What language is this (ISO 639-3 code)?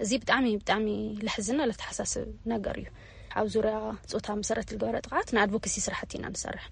tir